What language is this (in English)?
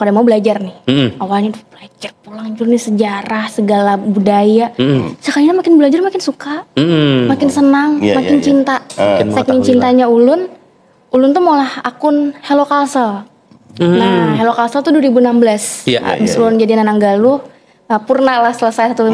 Banjar